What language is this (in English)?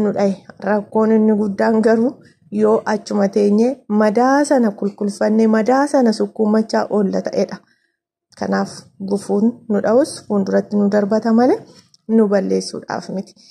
Oromo